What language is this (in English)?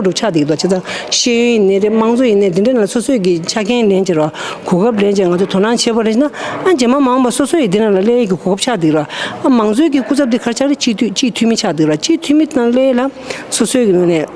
Tibetan